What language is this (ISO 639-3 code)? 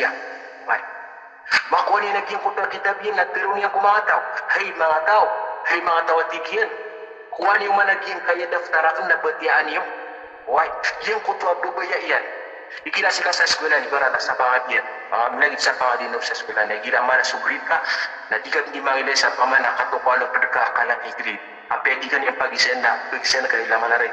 mrw